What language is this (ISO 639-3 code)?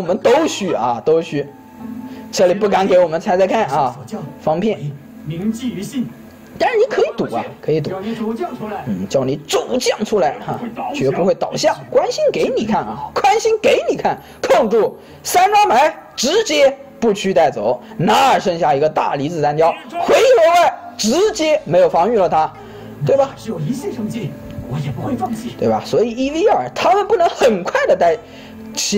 zho